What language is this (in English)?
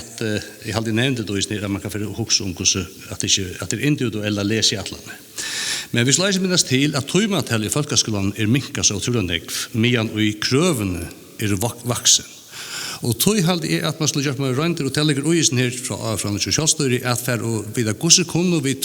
Faroese